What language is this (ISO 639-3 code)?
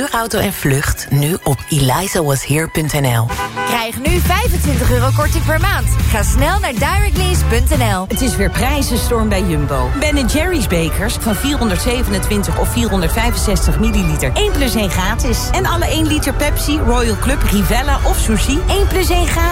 nld